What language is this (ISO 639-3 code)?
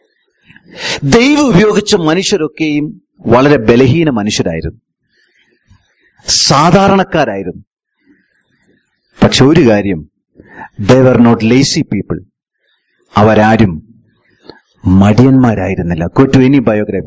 mal